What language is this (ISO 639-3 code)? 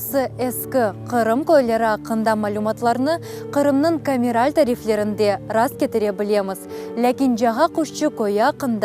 crh